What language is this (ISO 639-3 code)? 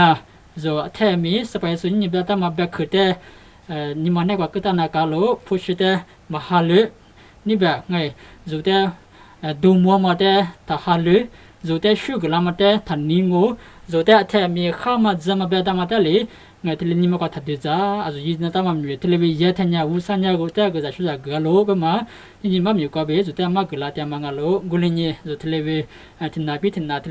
lis